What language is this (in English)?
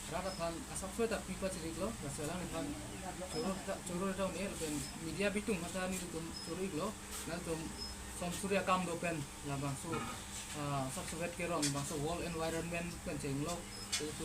Karbi